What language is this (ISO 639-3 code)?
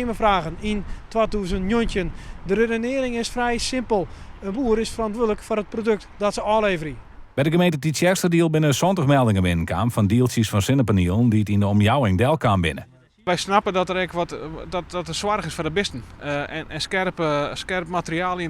fry